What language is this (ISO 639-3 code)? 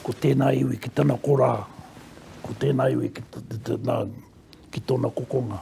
mri